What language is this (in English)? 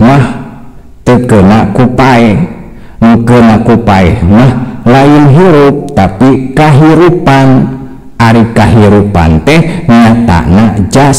Sundanese